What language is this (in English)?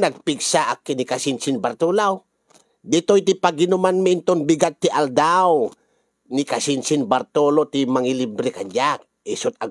Iloko